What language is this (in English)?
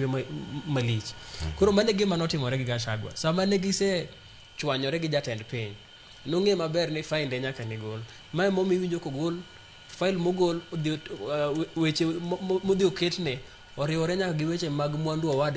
Luo (Kenya and Tanzania)